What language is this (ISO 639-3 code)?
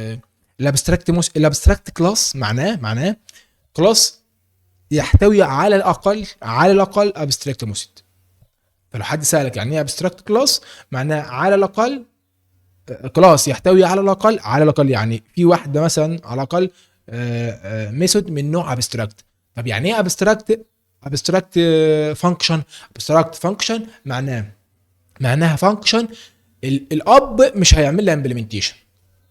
arz